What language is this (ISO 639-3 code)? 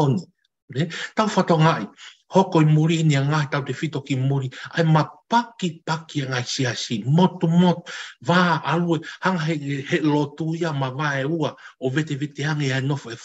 ton